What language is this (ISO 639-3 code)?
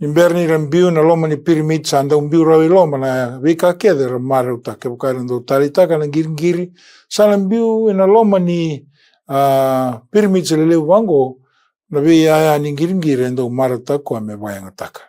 fij